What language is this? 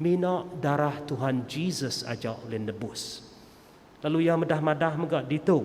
Iban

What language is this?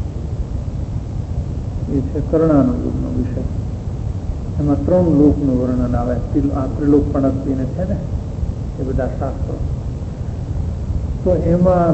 Gujarati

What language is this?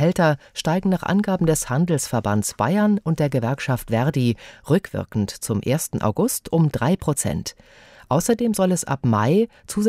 German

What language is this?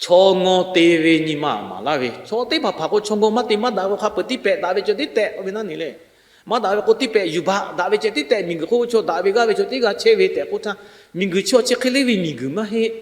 Lahu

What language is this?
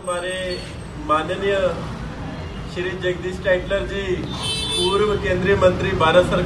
Punjabi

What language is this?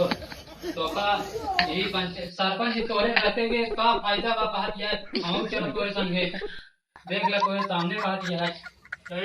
Awadhi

